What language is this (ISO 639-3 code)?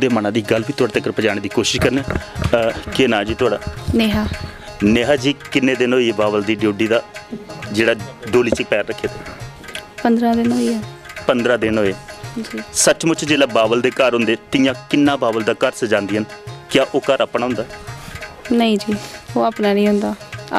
doi